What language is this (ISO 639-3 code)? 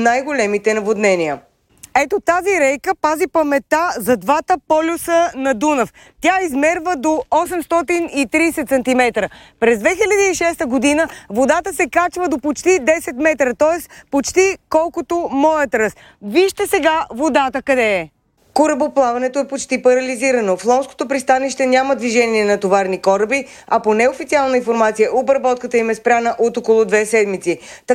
bul